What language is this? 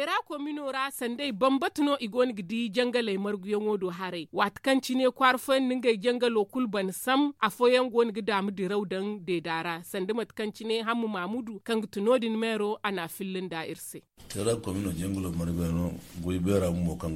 Zarma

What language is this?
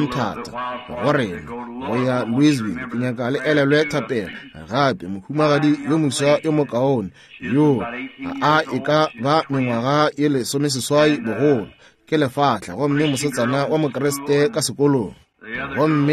Northern Sotho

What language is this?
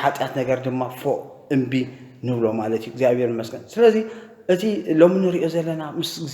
Tigrinya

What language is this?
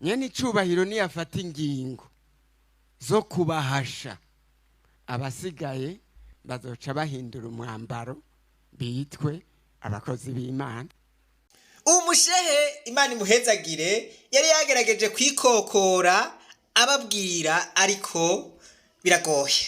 Rundi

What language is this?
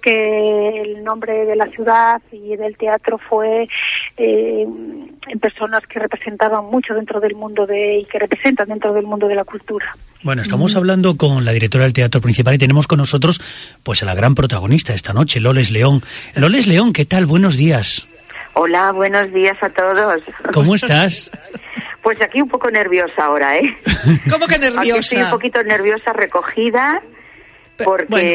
Spanish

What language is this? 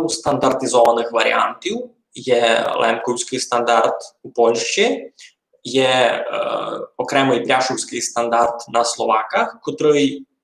Rusyn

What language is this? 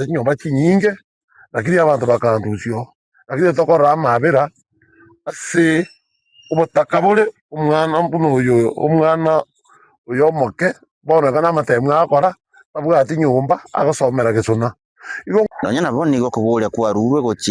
Gusii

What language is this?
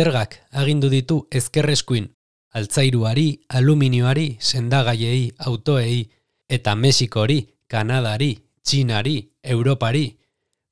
Basque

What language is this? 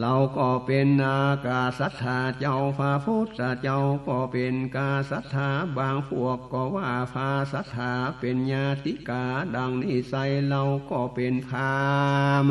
Northern Thai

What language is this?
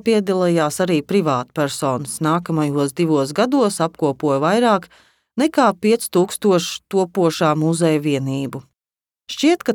Latvian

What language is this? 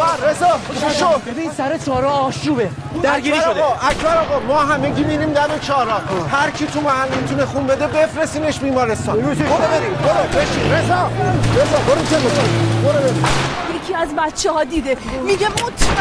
Persian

